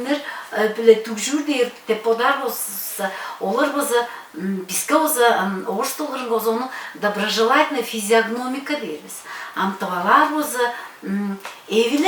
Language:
Tuvinian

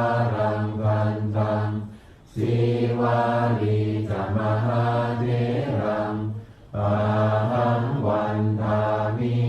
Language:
Pali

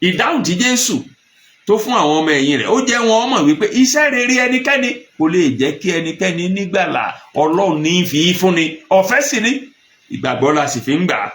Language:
Yoruba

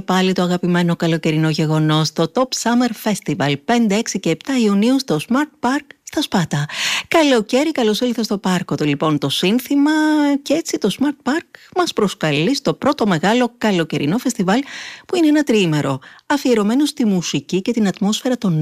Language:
Greek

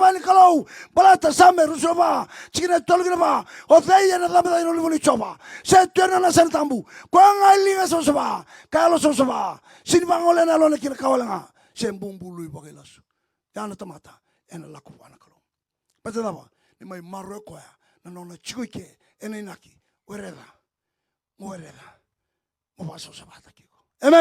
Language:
Fijian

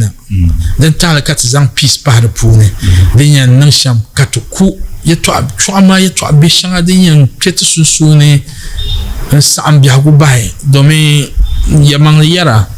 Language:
Dagbani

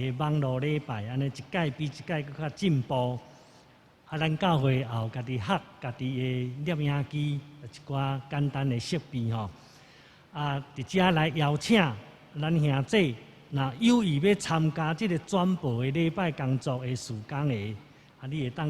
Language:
Min Nan Chinese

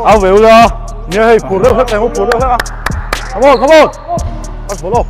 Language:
Mizo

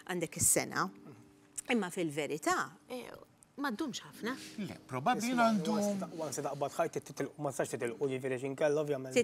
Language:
Maltese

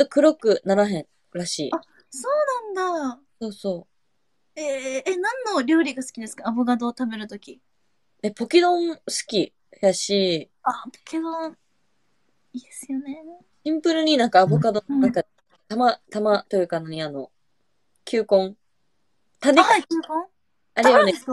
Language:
Japanese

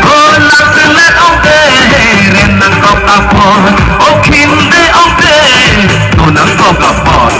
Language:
Karbi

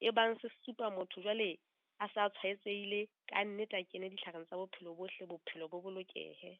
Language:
Southern Sotho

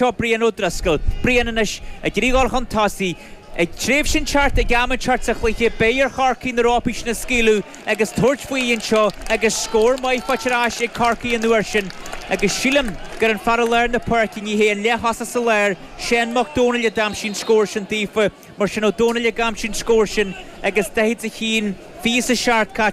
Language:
Irish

